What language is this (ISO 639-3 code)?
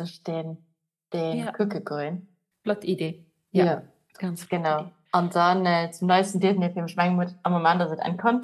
ltz